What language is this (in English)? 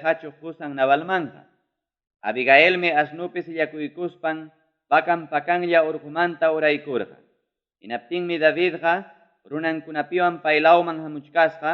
Ayacucho Quechua